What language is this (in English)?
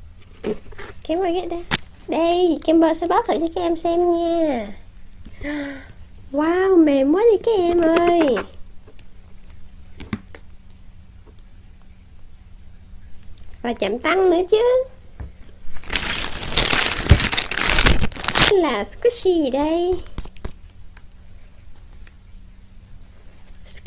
Vietnamese